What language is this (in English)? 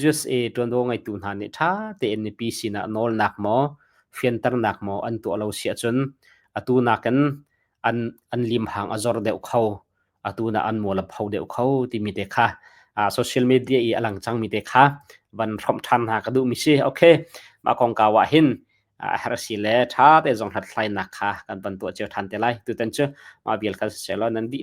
Hakha Chin